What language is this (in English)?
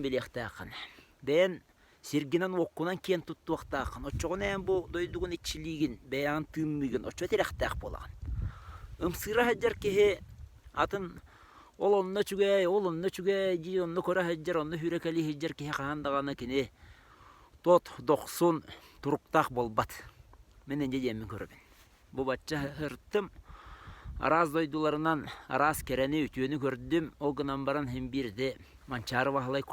Yakut